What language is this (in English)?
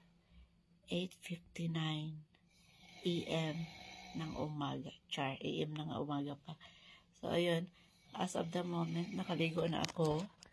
Filipino